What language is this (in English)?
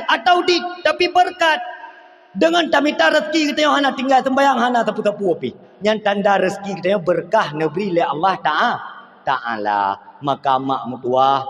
Achinese